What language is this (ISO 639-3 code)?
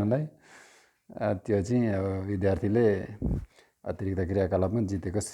nep